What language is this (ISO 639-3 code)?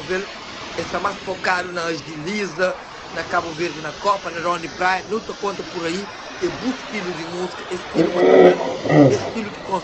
kea